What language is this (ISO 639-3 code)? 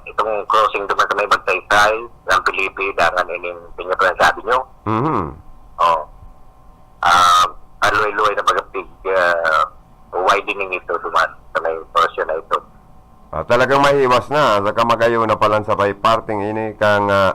bik